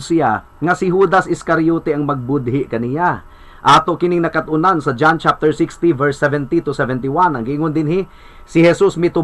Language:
Cebuano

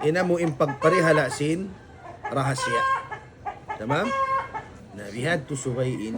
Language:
Tausug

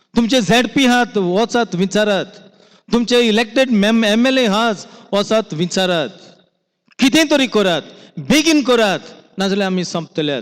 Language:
Konkani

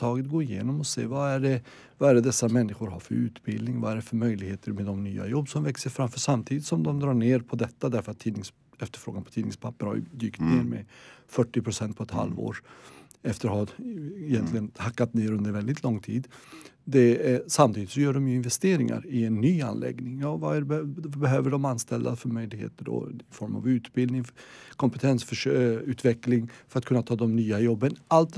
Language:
Swedish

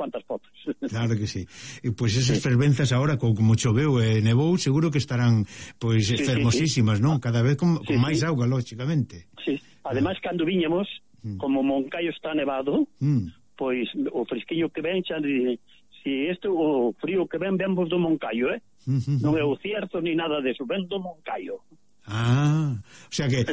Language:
Galician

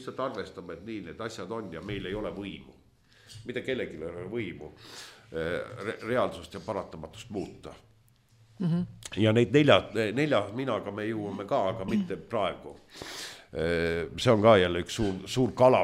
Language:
Estonian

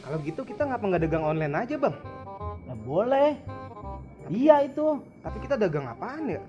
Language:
Betawi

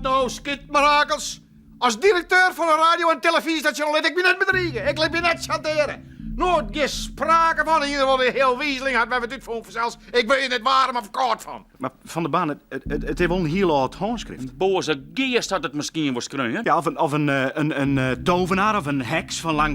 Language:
Western Frisian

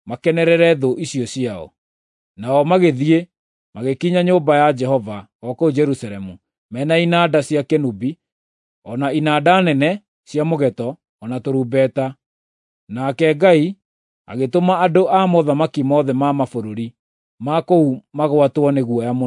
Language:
Kikuyu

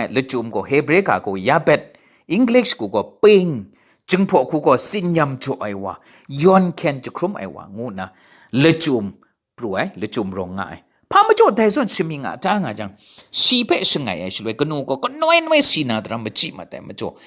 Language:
Kachin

